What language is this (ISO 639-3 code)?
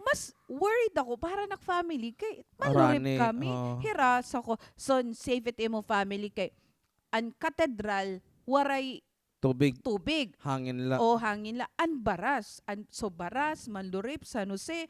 war